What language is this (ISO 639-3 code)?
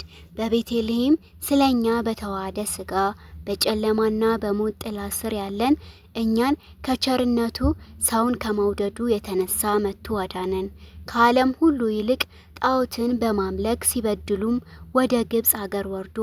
amh